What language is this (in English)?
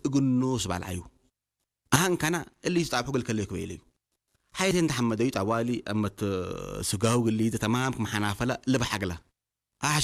Tigrinya